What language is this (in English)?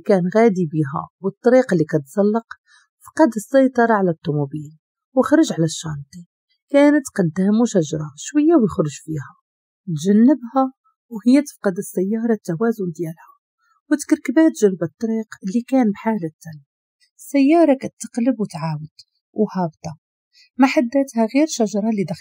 Moroccan Arabic